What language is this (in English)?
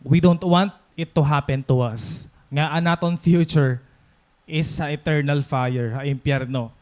Waray